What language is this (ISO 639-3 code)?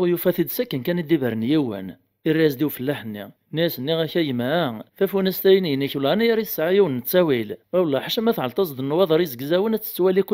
kab